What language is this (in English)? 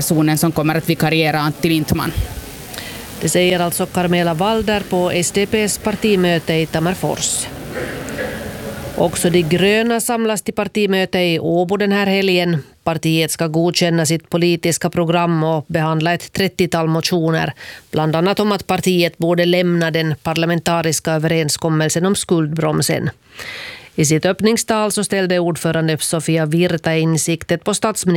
Swedish